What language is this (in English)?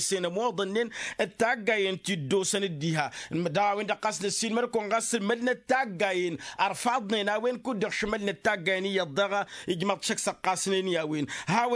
Tamasheq